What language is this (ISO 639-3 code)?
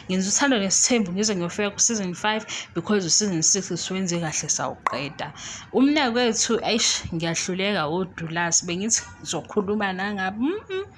zul